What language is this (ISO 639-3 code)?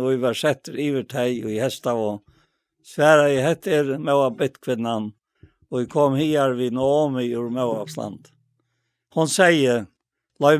fao